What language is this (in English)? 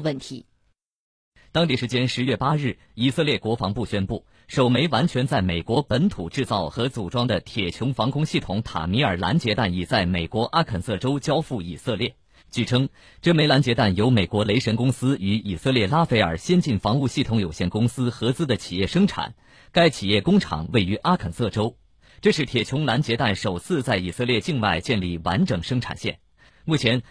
Chinese